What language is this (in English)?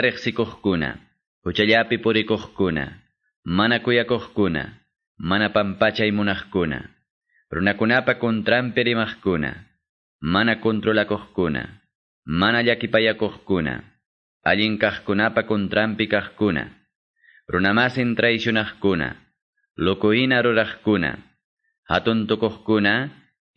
Quechua